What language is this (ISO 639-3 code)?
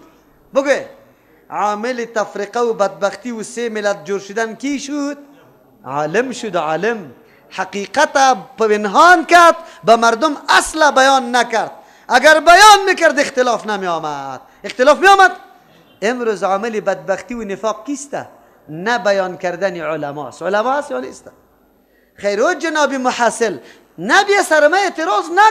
fas